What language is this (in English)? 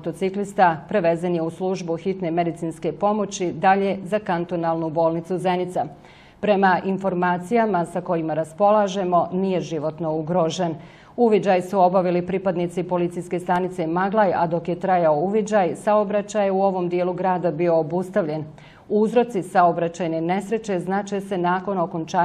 Bosnian